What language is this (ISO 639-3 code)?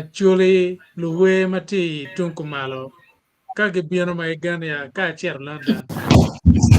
ach